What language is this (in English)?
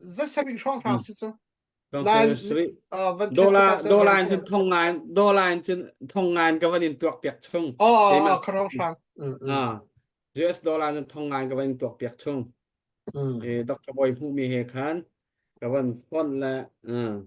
Hakha Chin